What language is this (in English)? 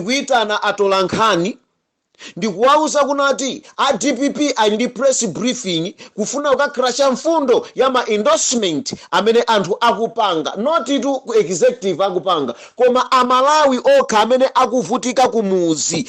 Nyanja